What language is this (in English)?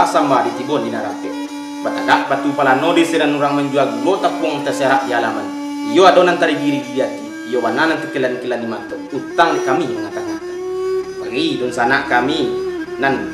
Minangkabau